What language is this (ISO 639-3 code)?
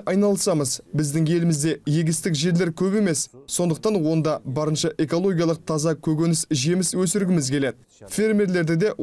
kaz